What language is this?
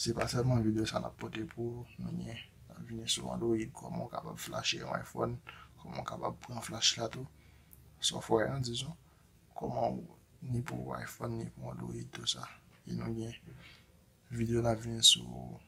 Haitian Creole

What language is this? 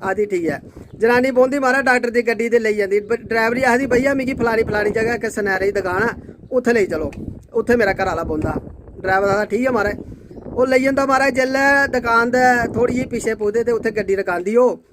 Dogri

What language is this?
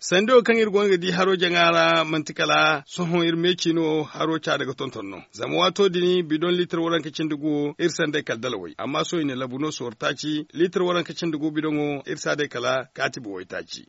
Zarma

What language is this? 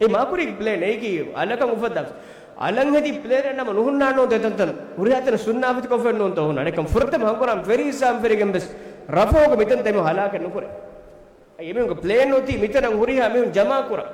Divehi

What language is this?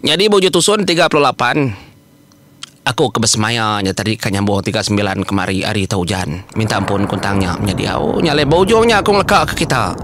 Iban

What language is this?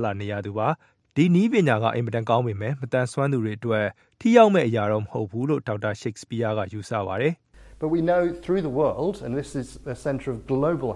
Burmese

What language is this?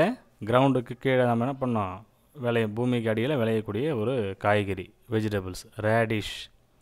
Tamil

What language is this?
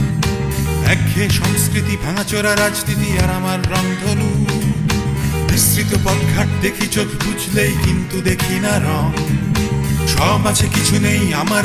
Bangla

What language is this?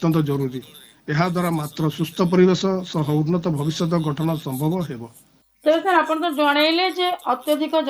Odia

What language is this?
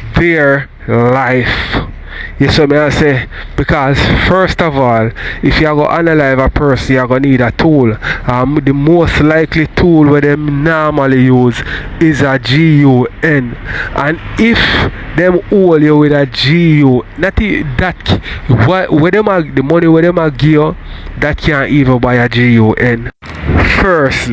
Jamaican Creole English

